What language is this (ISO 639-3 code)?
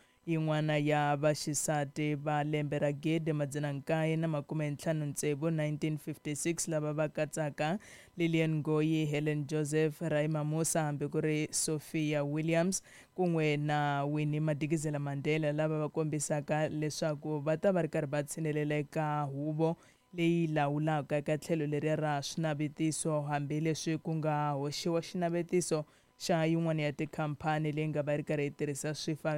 tso